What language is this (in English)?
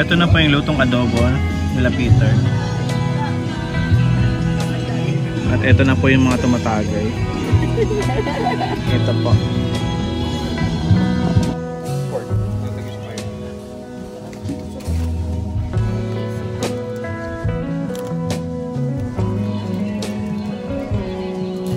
Filipino